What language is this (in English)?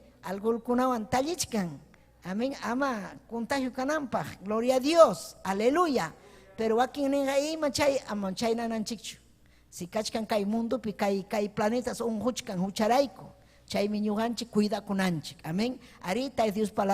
Ayacucho Quechua